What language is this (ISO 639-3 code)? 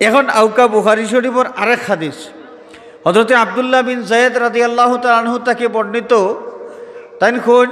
syl